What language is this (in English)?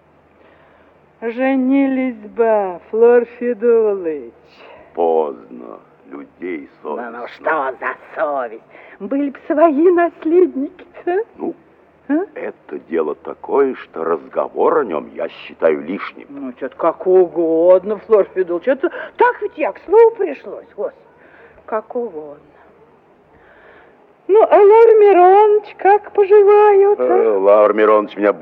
Russian